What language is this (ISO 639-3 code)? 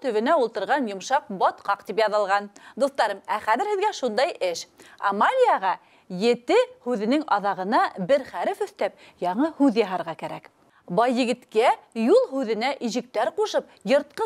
bak